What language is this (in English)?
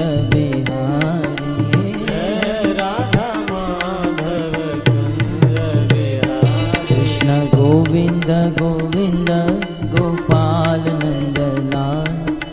Gujarati